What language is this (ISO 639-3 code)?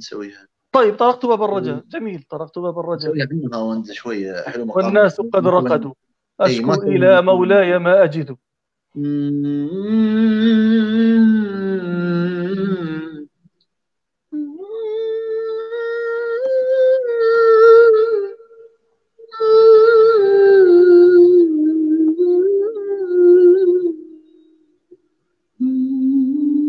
ara